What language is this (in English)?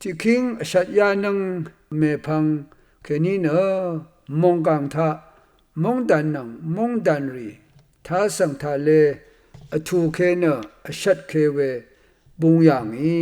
Rawang